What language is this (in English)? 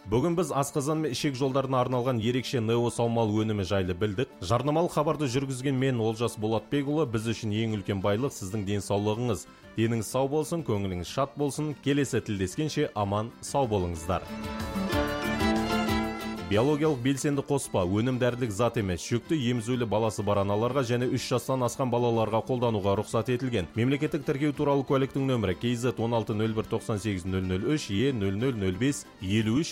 Kazakh